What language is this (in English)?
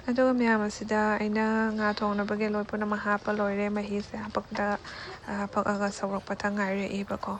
Manipuri